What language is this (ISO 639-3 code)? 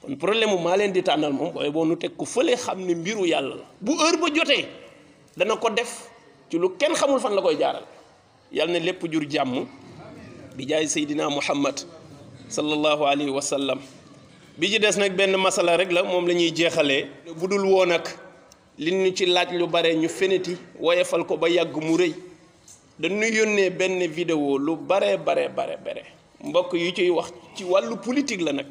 wol